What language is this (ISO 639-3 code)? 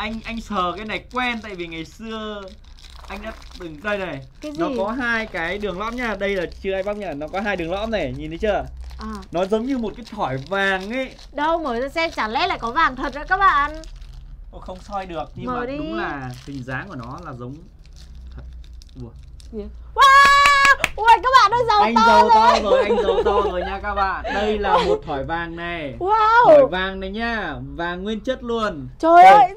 vie